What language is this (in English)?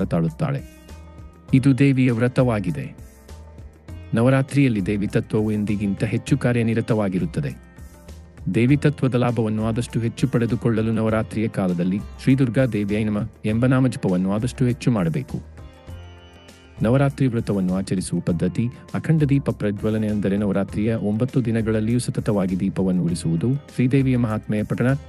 Kannada